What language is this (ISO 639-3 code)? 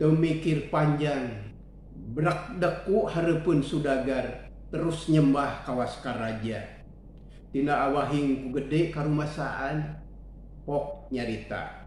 sun